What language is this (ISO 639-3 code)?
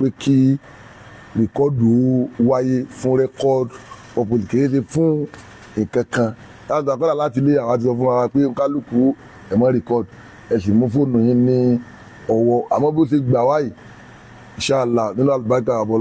yor